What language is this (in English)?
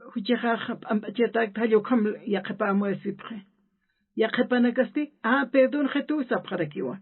Aymara